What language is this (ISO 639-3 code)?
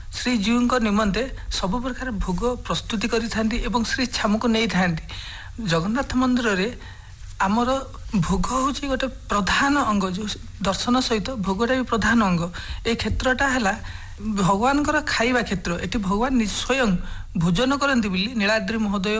ori